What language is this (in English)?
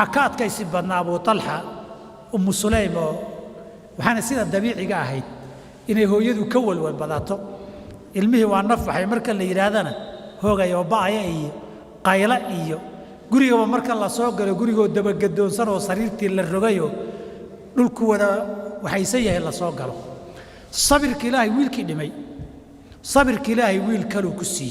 Somali